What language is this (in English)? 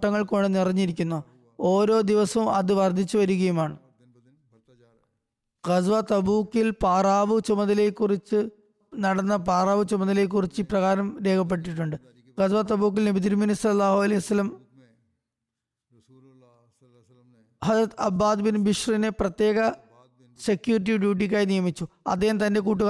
Malayalam